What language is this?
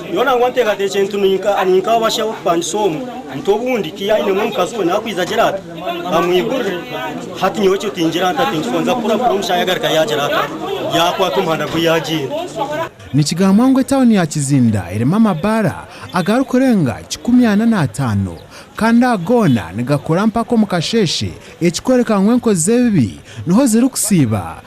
Nyankole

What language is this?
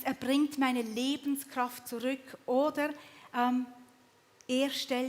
Swiss German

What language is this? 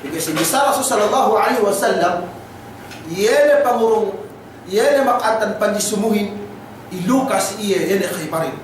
Yakan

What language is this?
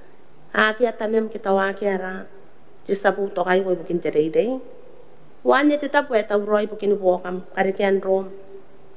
Gilbertese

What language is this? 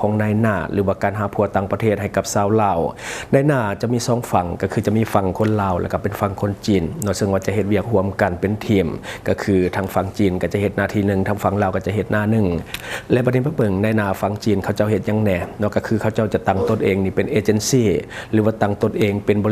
Lao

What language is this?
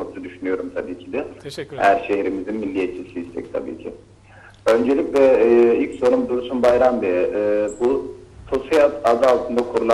Turkish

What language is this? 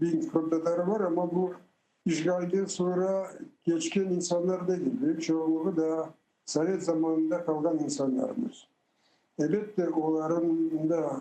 Crimean Tatar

